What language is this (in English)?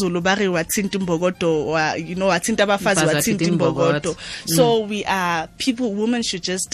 Tswana